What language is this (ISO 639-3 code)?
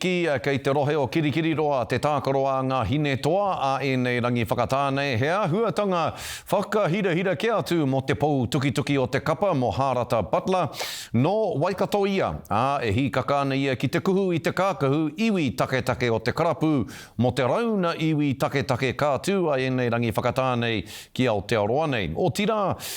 mri